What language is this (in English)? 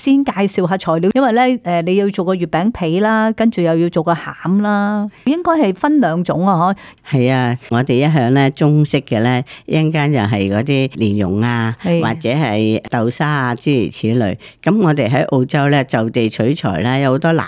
Cantonese